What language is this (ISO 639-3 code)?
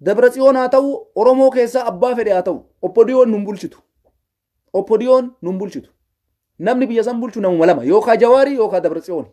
orm